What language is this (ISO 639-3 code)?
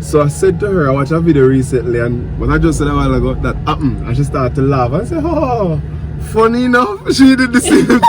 jam